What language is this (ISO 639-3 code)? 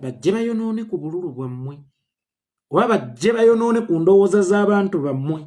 lug